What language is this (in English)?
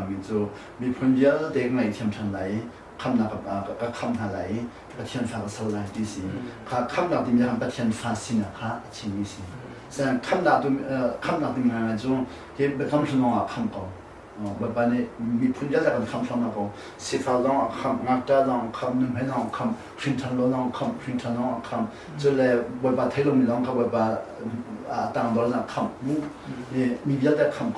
Hakha Chin